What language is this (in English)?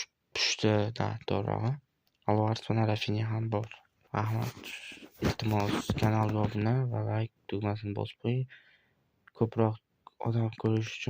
Uzbek